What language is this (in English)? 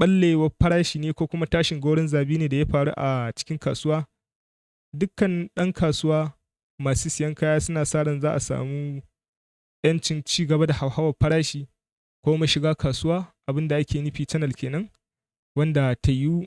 Hausa